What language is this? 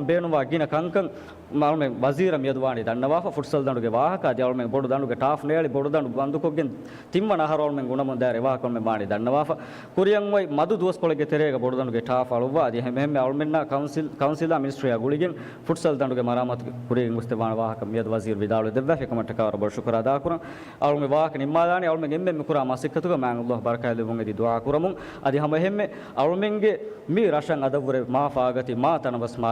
Divehi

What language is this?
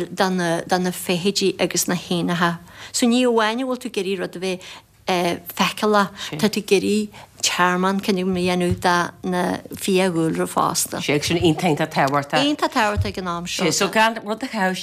Irish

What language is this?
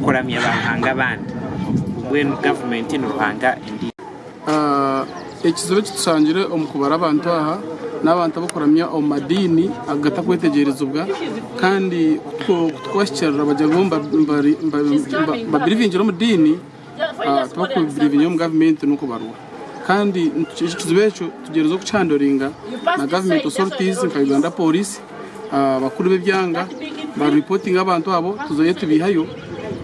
Nyankole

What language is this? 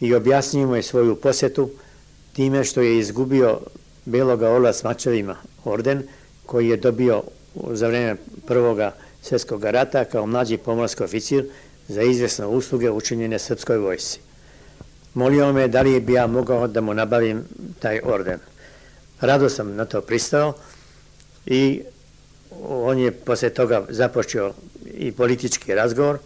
Serbian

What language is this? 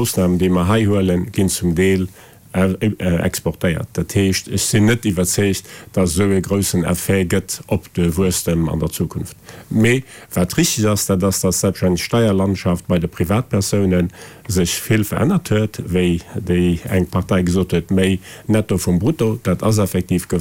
Luxembourgish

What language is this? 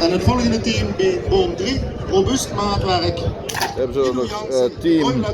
Limburgish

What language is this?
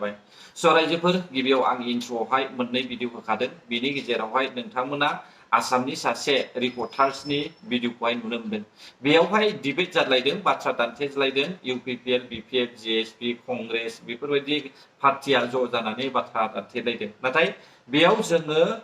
Bodo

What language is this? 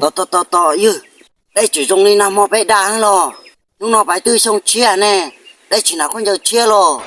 Hmong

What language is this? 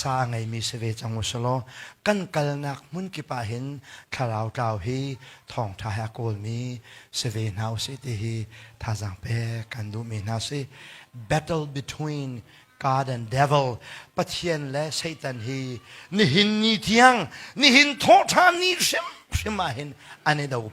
Hakha Chin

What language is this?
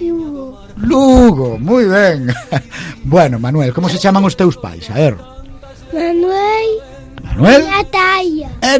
Galician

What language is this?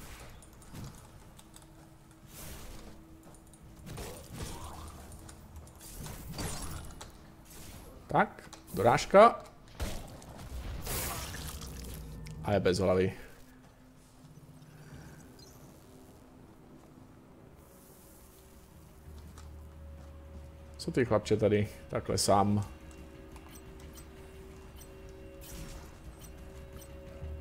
Czech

